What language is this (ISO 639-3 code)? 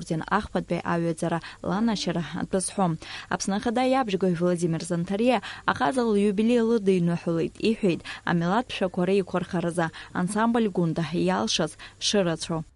abk